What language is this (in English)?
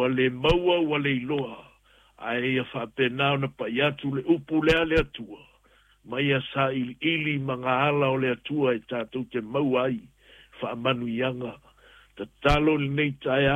Samoan